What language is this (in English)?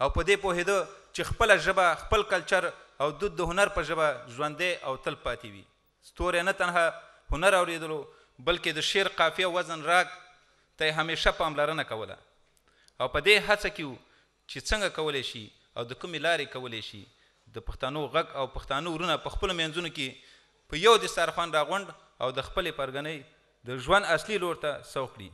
Pashto